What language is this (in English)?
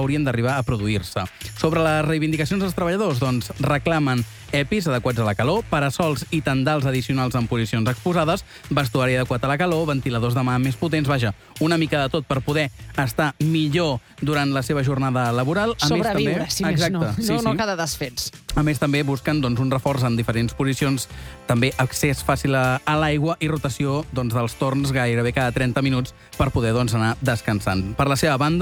Catalan